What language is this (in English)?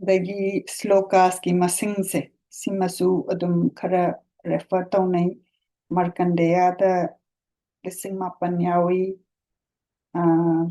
Manipuri